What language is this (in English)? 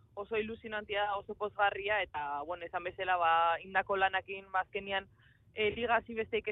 Basque